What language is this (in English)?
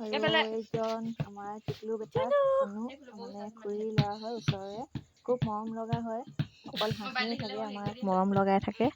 Assamese